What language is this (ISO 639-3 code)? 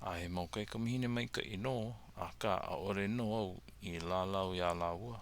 haw